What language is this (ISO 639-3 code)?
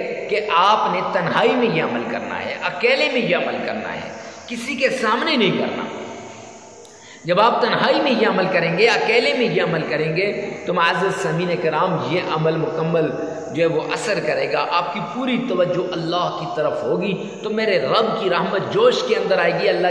urd